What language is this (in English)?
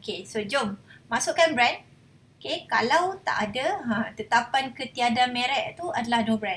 Malay